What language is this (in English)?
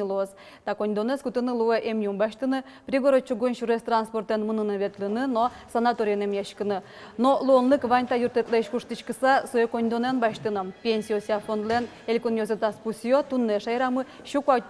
Udmurt